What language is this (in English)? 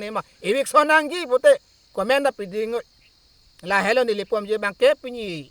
Karbi